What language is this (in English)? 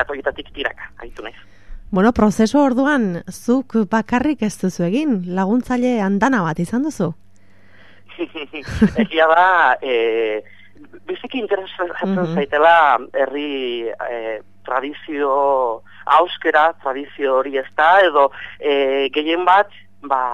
Basque